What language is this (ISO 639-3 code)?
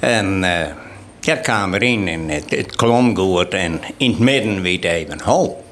fry